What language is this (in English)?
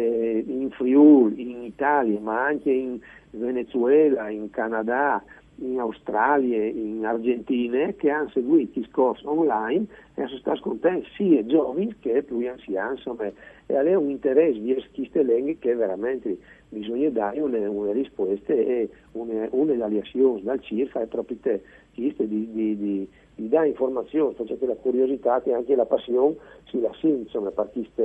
Friulian